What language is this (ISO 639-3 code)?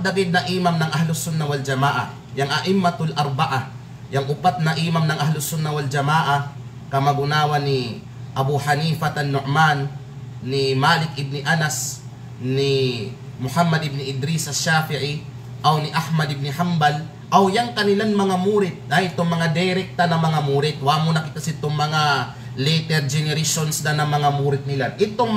kqe